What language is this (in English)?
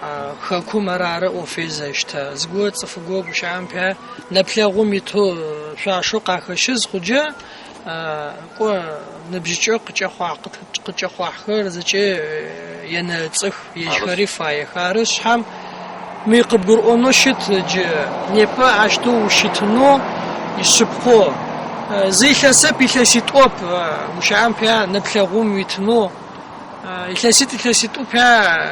Adyghe